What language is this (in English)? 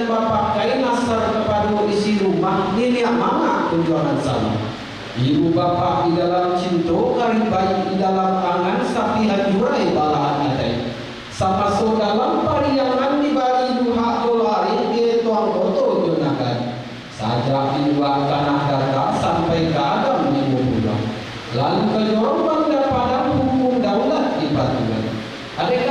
Minangkabau